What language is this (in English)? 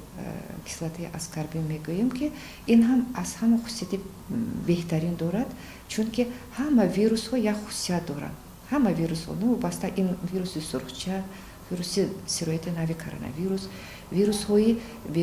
Tajik